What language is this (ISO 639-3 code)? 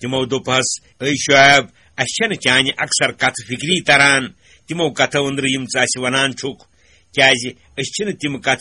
kas